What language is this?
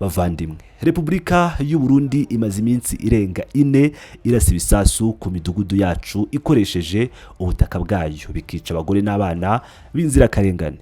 Kinyarwanda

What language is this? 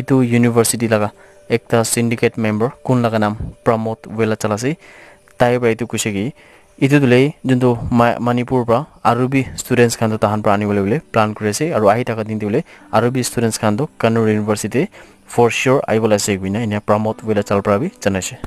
Naga Pidgin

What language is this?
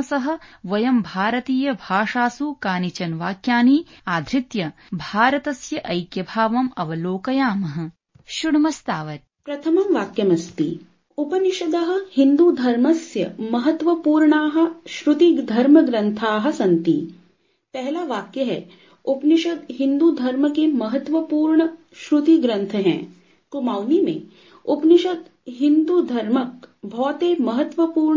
Sanskrit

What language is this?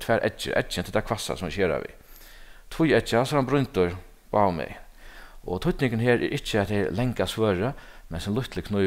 Faroese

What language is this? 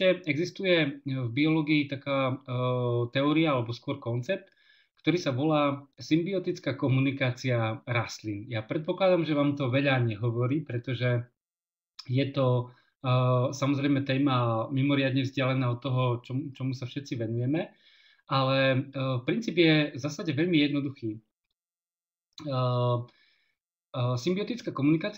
Slovak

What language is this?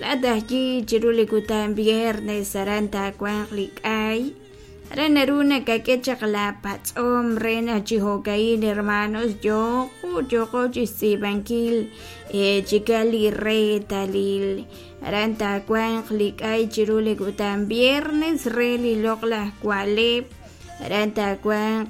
Kekchí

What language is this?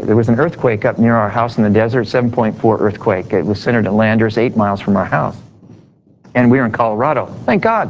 English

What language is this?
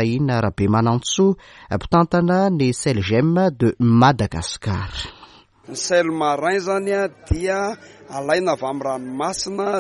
Malagasy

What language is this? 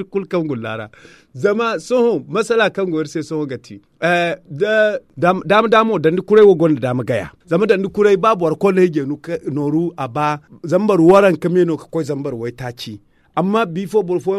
Zarma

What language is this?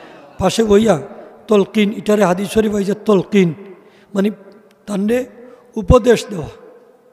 Sylheti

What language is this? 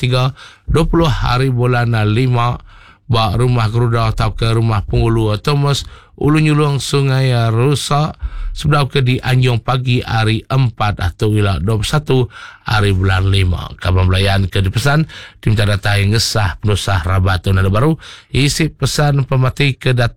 Iban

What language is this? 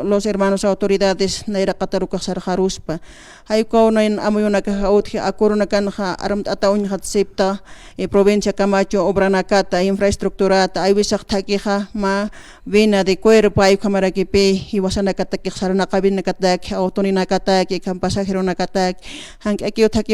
Aymara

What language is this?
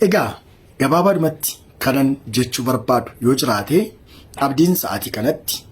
Oromo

